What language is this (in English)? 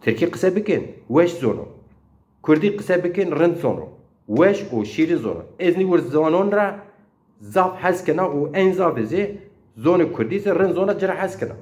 Zaza